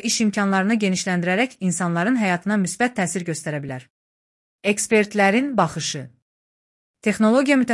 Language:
Azerbaijani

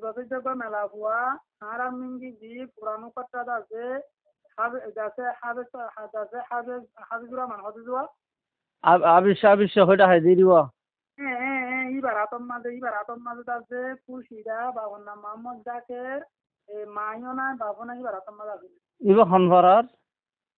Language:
Bangla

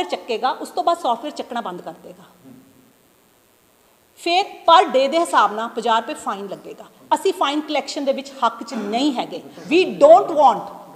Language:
Punjabi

